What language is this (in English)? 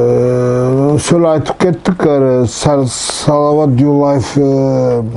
Nogai